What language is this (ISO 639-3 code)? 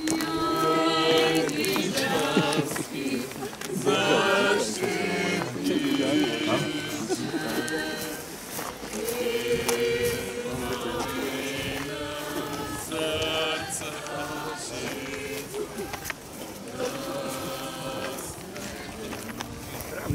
hrv